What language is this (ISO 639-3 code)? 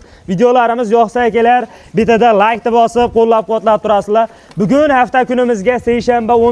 uzb